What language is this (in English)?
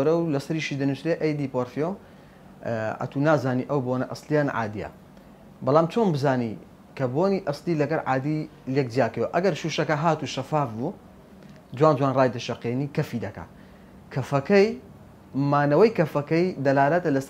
Central Kurdish